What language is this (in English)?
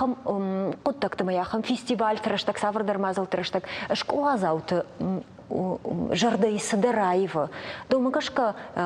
Ossetic